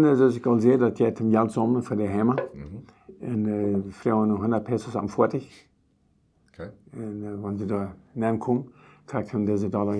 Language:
Plautdietsch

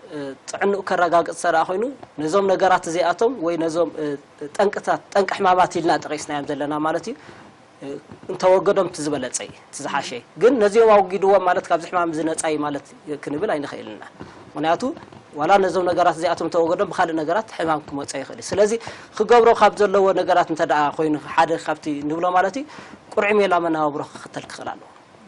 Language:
Tigrinya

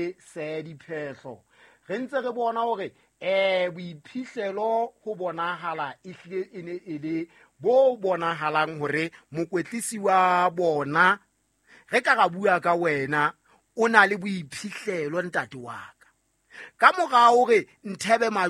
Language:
Southern Sotho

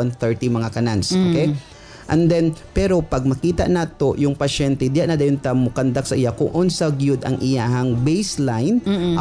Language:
Cebuano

